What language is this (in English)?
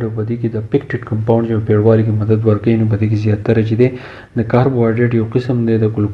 Pashto